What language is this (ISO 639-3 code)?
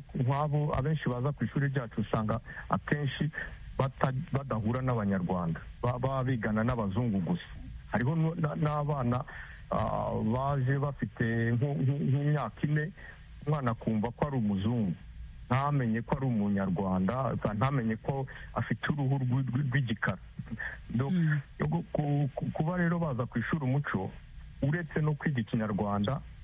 kin